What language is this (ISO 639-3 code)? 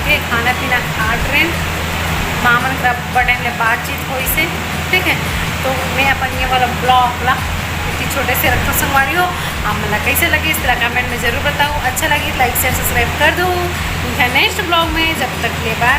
hne